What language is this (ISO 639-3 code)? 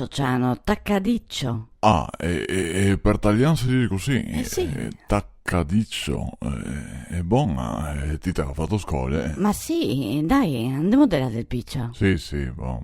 vec